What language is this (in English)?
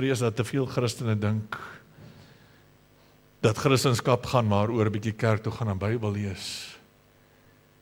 Afrikaans